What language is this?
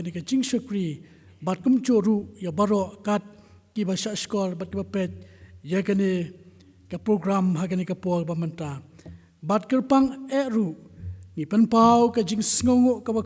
Khasi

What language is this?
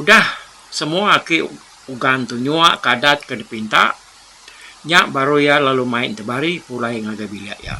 Iban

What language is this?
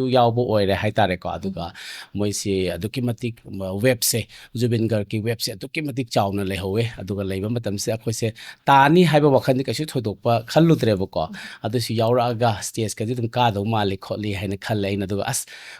Manipuri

